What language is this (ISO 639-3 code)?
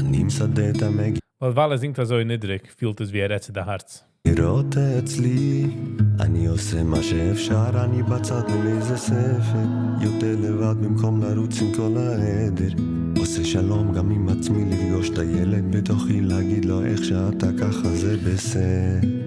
yid